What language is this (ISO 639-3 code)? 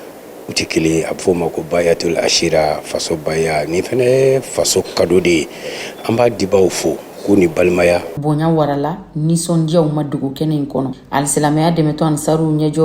bam